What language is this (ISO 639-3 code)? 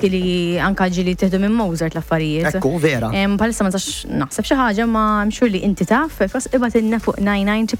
mlt